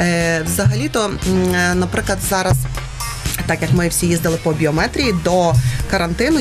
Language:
Ukrainian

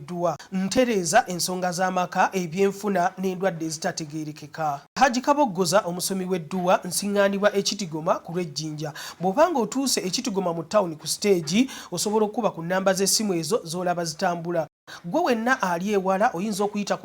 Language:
Ganda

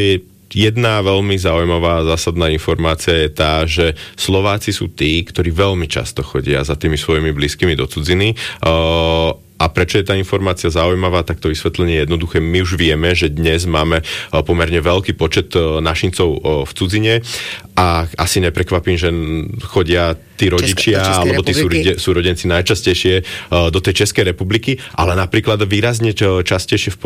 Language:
Slovak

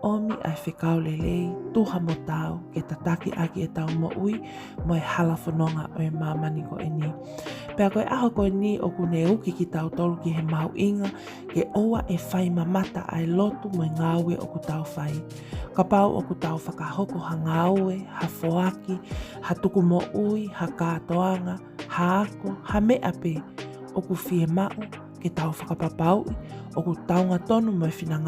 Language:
Tongan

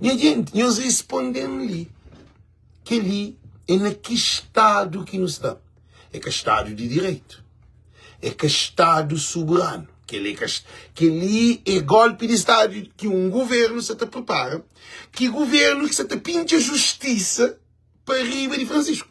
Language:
Kabuverdianu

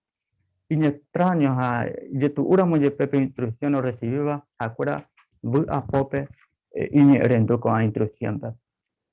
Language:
Guarani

